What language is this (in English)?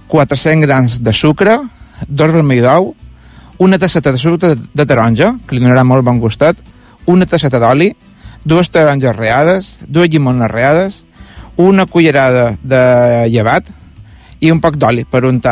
Catalan